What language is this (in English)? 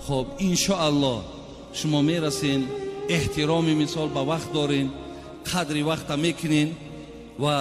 Tajik